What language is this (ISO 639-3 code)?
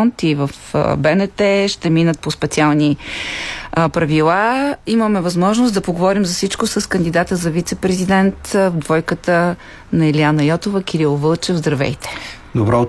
bul